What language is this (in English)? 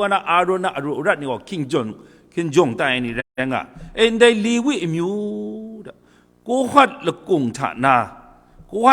Kachin